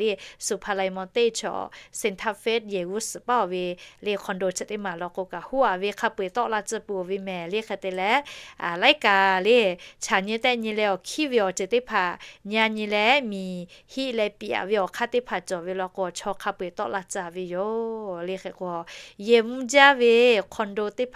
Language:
Lahu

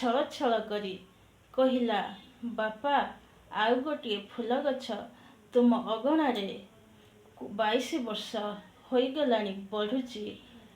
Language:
Odia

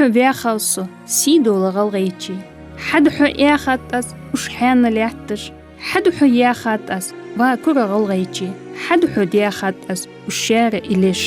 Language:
Ingush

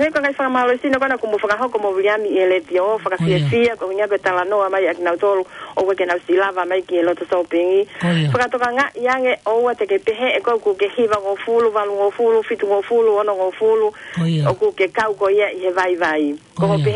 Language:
Tongan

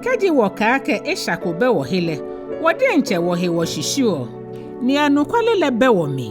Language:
Ga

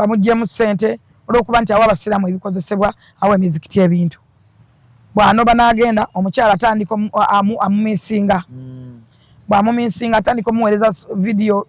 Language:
Ganda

